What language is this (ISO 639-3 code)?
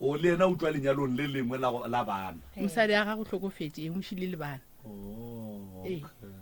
nso